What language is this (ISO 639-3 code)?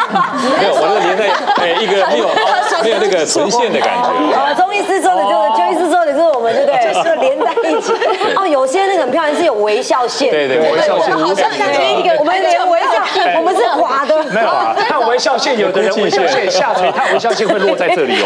zho